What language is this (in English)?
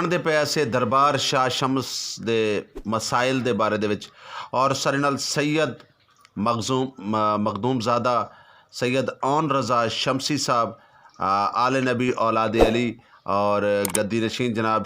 Western Panjabi